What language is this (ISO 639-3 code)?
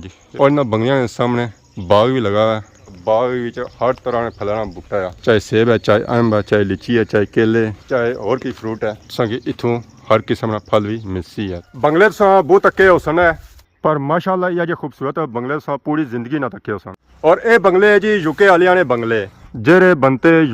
phr